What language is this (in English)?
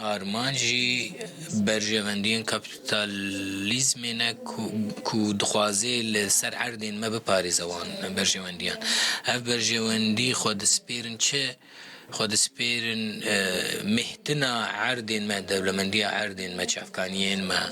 Kurdish